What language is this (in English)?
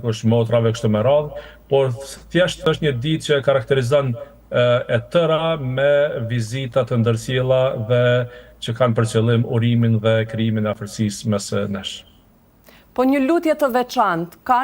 Albanian